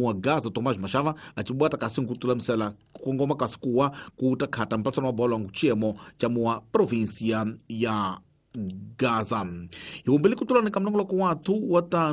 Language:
Tsonga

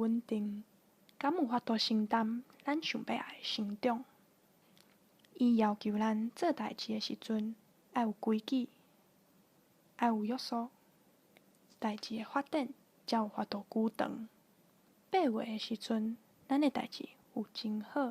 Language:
Min Nan Chinese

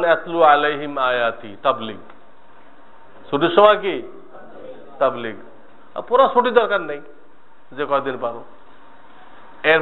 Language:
Bangla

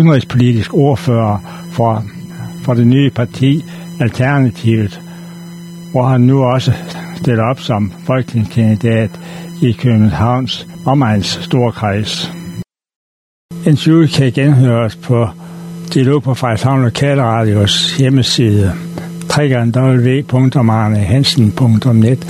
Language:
Danish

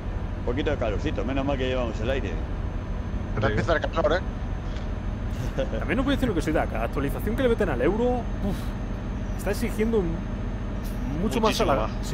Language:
Spanish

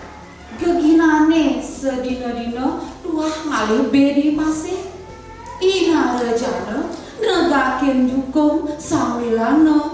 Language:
Balinese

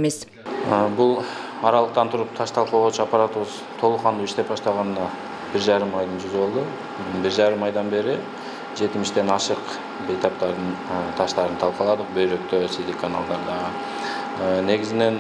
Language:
Kyrgyz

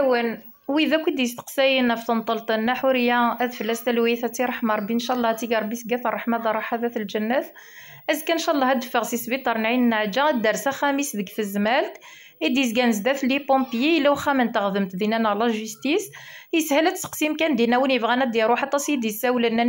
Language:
Kabyle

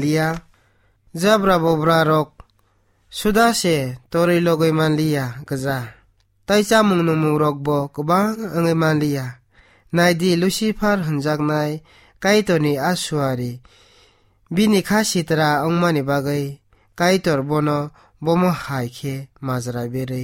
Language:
Kok Borok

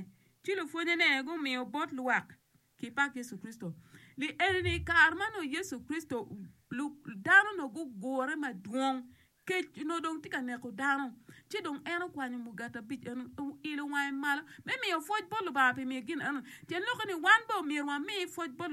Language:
Acoli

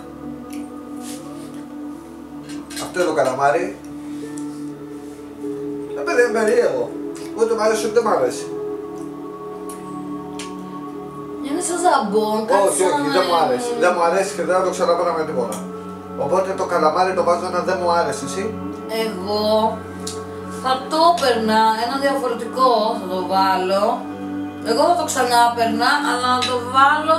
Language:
Greek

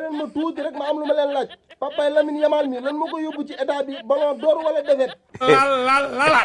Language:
Wolof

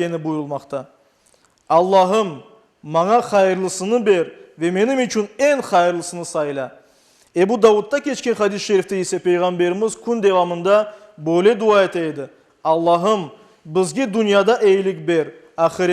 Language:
Crimean Tatar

